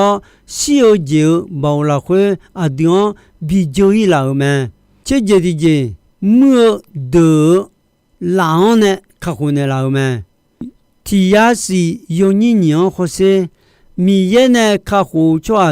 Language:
Akha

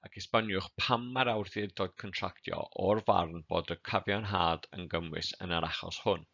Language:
Welsh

